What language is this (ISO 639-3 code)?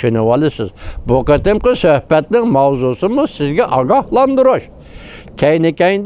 uig